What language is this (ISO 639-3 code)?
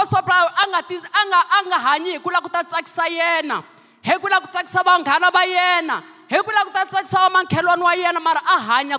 tso